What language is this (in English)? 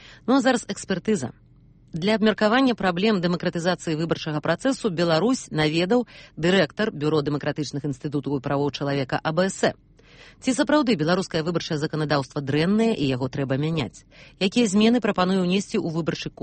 Belarusian